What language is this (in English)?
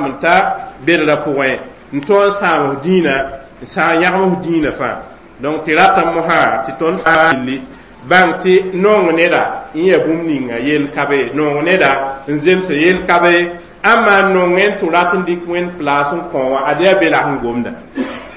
Mossi